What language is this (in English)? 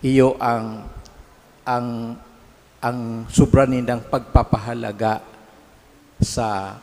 Bikol